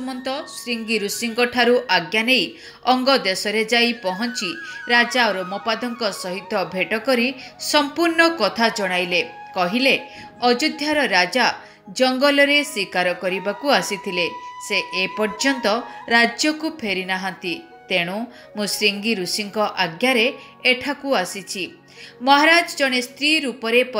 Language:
Odia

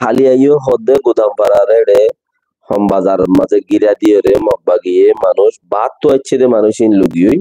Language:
Rohingya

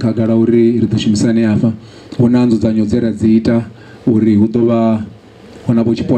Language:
Venda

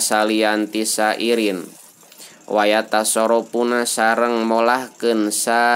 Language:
Sundanese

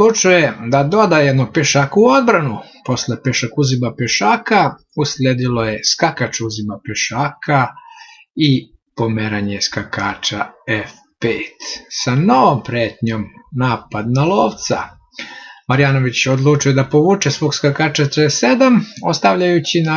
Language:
Serbian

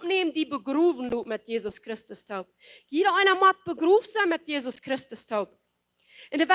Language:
Plautdietsch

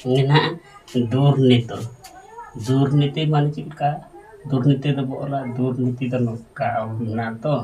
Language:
Santali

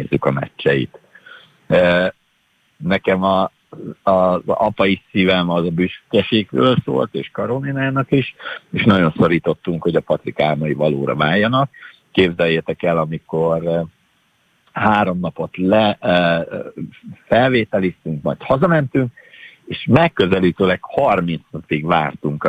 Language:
Hungarian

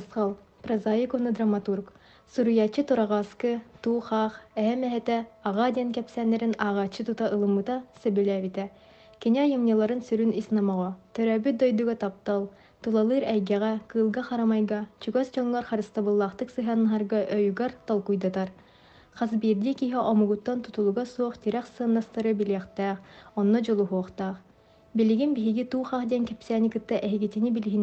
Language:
Yakut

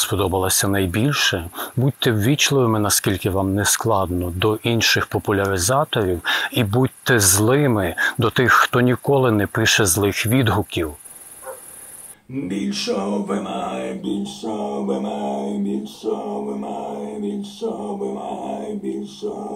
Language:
Ukrainian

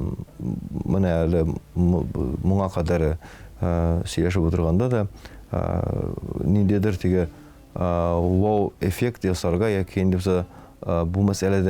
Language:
Tatar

